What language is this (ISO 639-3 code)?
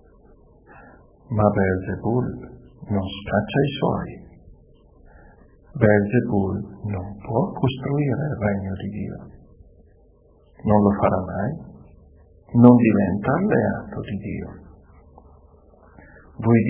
ita